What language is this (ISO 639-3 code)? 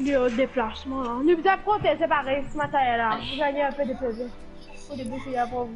mfe